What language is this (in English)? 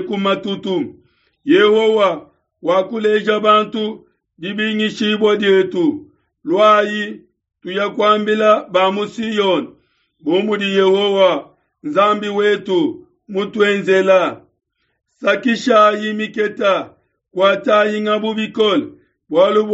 Luba-Lulua